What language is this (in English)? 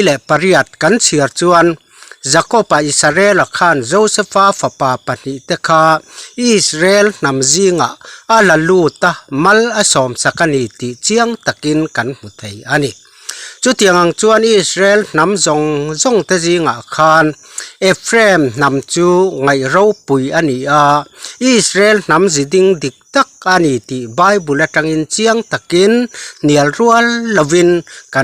Mizo